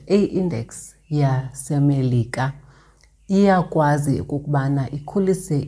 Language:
Xhosa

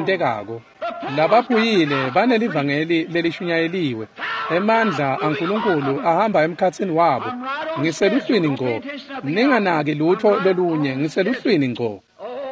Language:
Swati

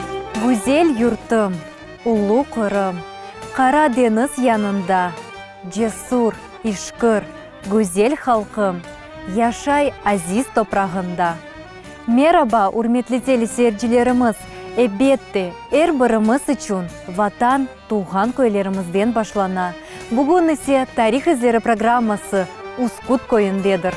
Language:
Crimean Tatar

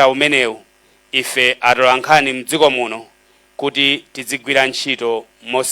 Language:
Nyanja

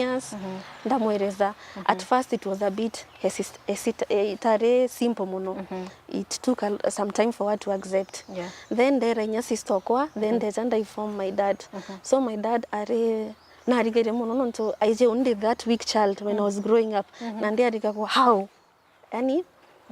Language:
Meru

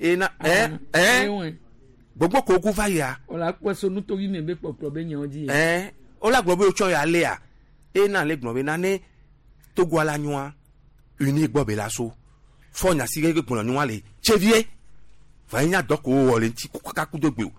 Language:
Gen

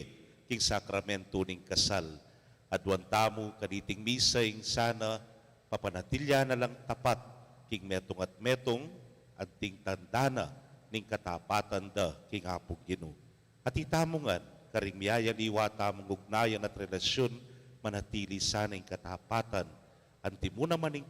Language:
Pampanga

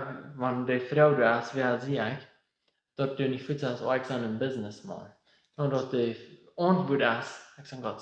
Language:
Plautdietsch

